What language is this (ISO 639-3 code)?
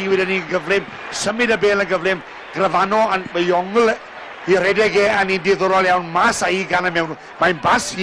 cym